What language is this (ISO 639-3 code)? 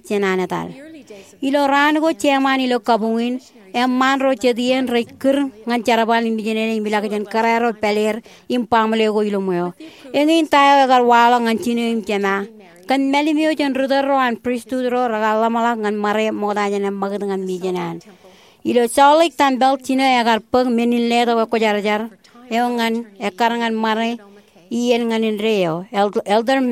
mah